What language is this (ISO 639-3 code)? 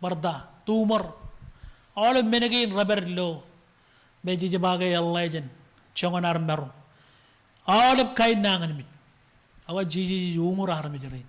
mah